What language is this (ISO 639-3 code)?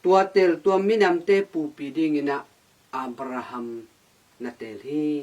ctd